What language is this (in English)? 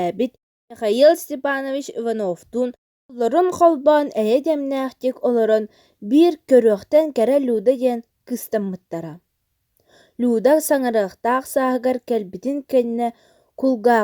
Yakut